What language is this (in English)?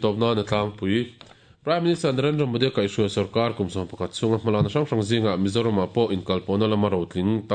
Mizo